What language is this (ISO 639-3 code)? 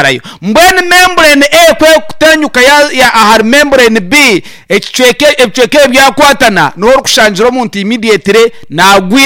nyn